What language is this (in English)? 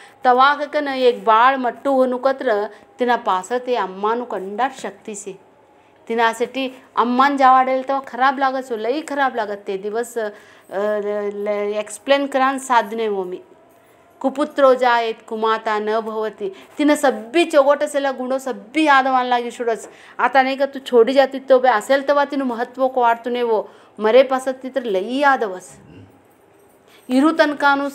Marathi